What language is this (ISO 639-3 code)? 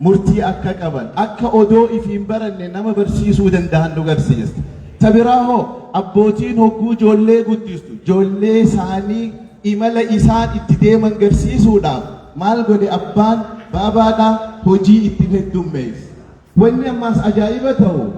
orm